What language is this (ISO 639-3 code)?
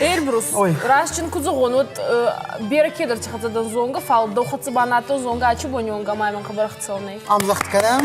oss